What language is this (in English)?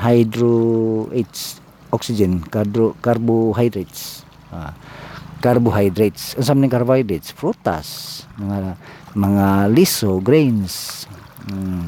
Cebuano